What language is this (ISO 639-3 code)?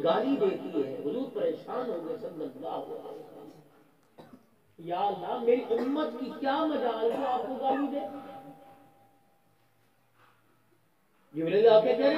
urd